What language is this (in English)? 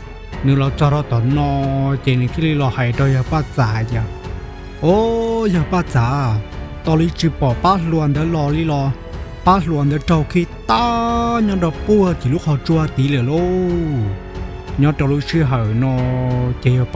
Hmong